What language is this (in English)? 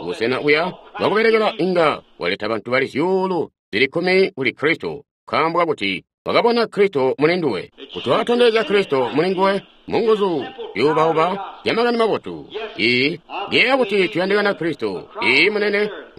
Tonga (Zambia)